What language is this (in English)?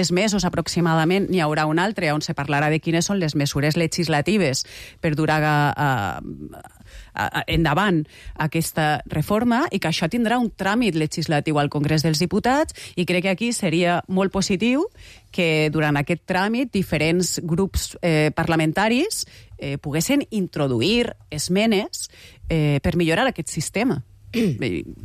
Catalan